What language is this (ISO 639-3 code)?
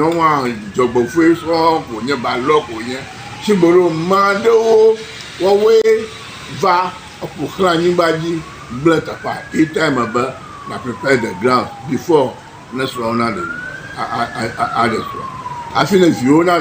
ewe